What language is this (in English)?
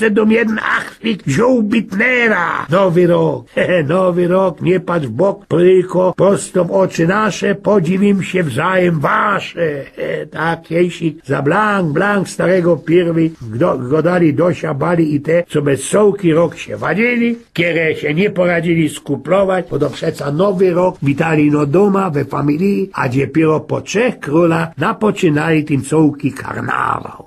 Silesian